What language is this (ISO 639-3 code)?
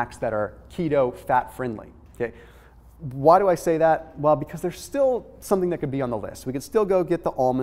eng